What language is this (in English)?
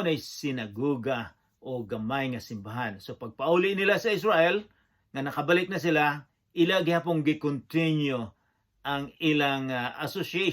Cebuano